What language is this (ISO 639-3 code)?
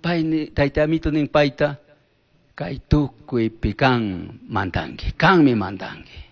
qug